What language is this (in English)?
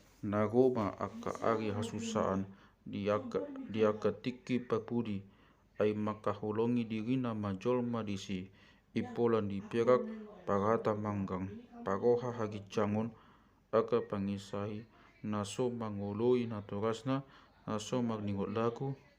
Batak Toba